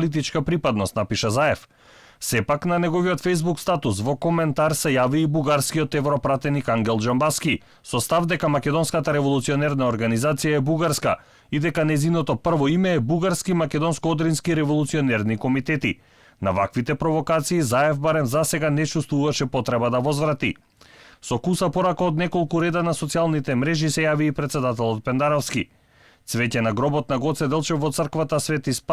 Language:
Macedonian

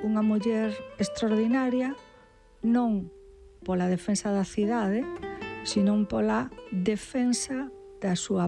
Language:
Galician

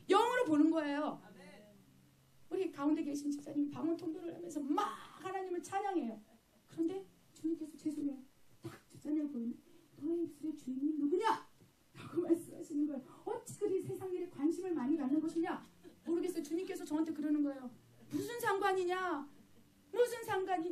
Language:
Korean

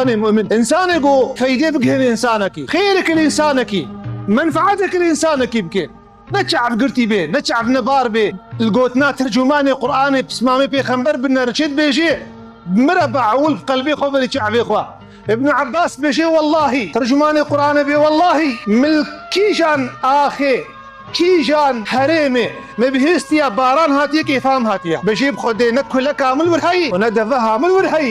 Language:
Kurdish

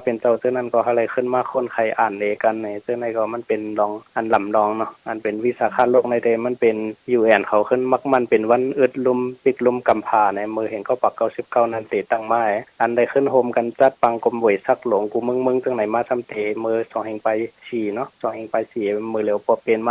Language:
Shan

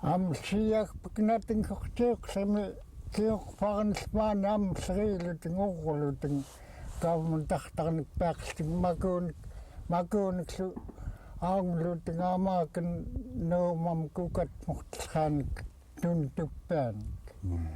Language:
Central Yupik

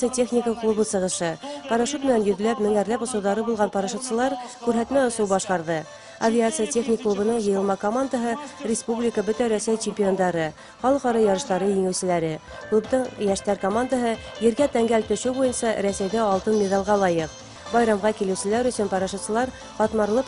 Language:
Bashkir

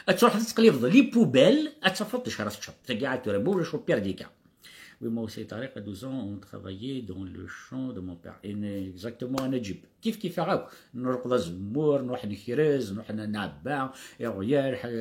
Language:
Kabyle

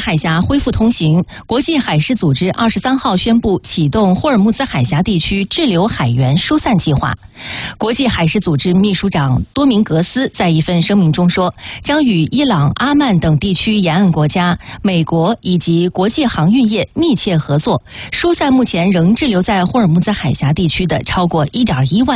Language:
Chinese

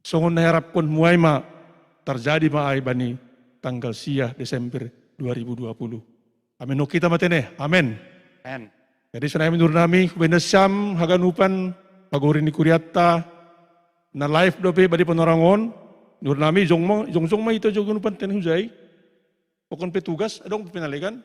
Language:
Batak Simalungun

